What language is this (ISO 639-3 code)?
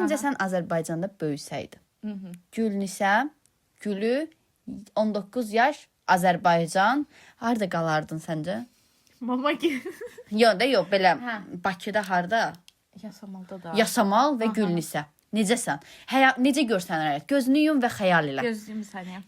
aze